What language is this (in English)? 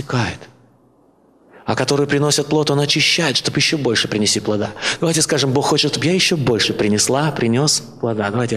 Russian